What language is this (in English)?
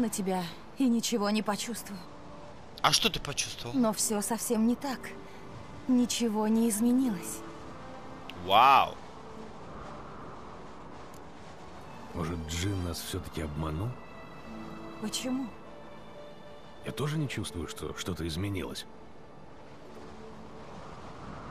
Russian